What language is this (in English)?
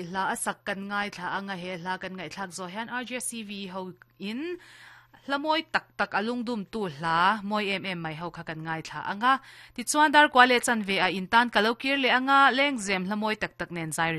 Mizo